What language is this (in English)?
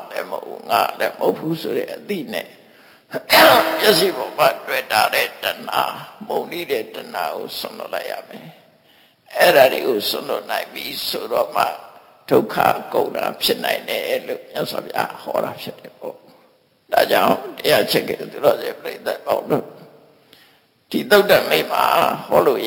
Burmese